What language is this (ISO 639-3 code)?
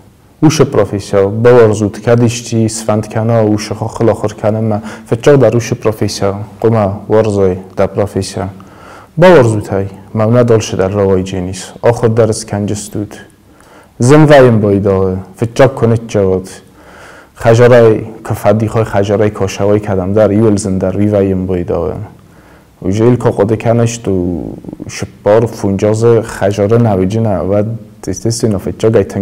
oss